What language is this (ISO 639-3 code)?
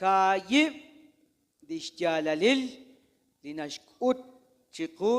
kek